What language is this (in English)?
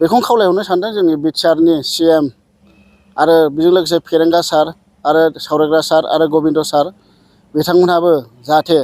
Bodo